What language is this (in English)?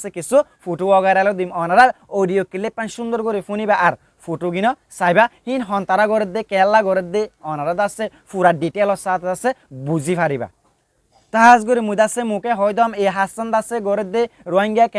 Rohingya